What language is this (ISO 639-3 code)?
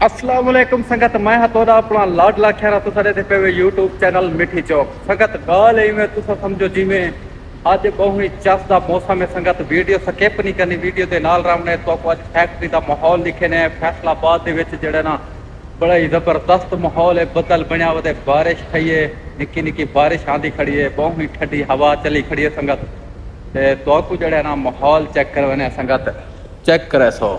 skr